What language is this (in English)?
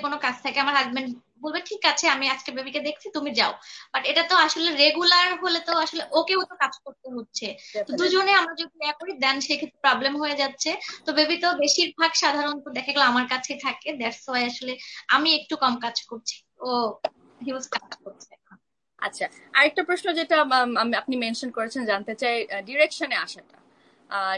Bangla